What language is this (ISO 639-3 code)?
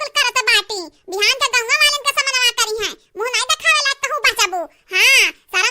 awa